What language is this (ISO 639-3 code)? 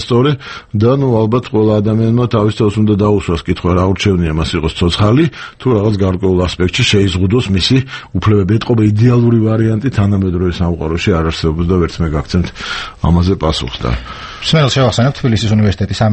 kat